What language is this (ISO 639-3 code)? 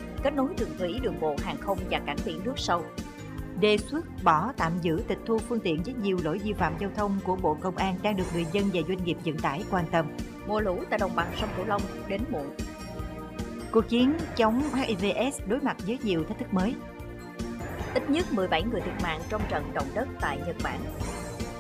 vie